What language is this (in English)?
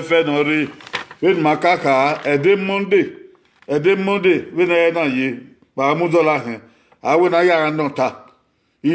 Bini